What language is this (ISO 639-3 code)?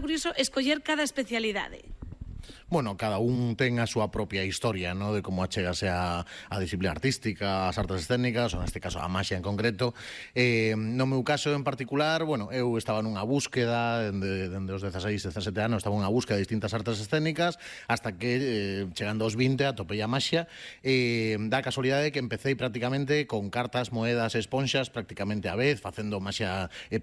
glg